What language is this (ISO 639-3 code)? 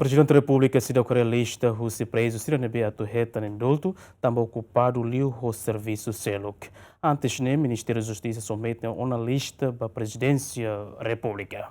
tet